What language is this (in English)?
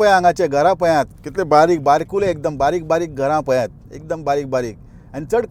Konkani